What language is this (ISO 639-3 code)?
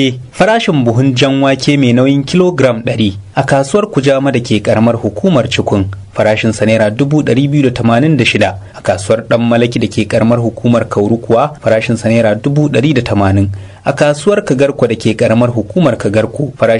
hau